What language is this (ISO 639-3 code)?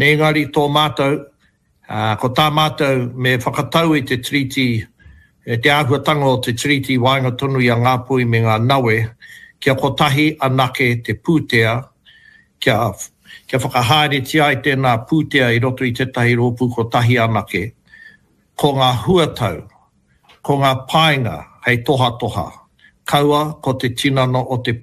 mri